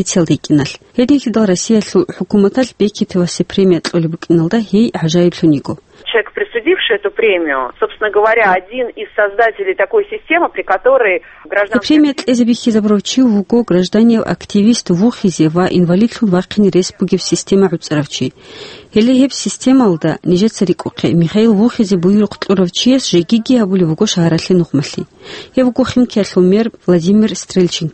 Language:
Avaric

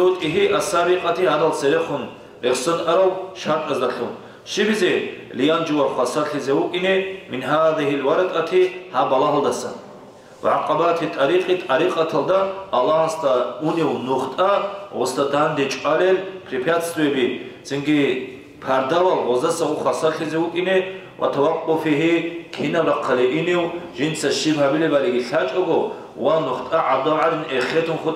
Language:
Avaric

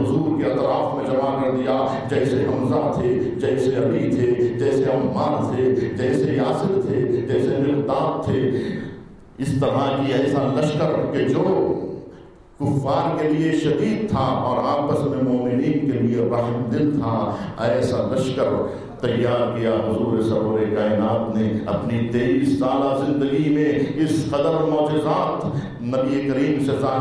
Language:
Urdu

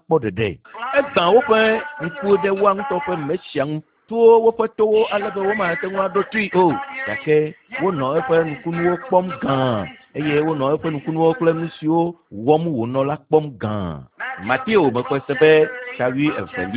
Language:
Ewe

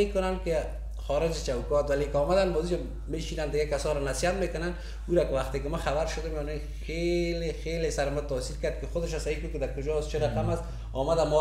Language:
Persian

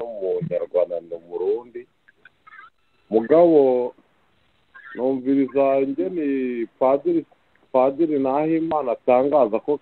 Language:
Kinyarwanda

